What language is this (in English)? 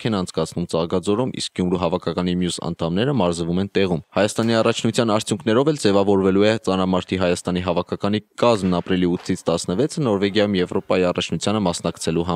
Armenian